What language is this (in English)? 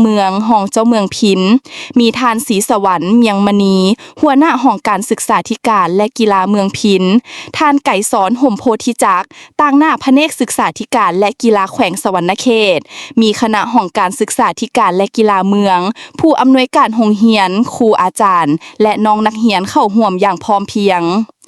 Lao